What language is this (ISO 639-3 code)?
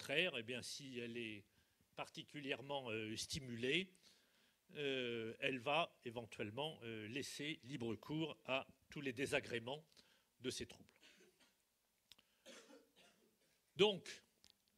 fra